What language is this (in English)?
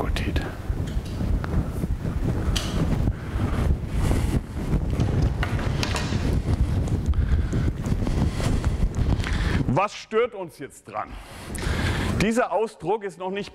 German